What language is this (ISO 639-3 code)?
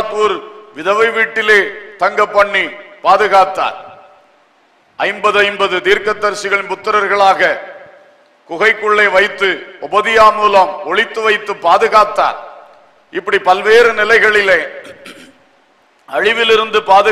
tam